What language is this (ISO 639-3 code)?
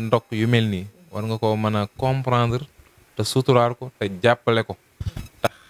wol